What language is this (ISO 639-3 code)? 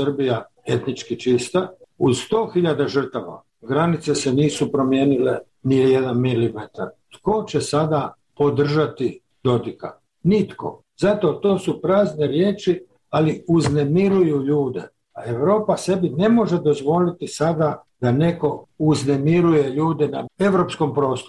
srp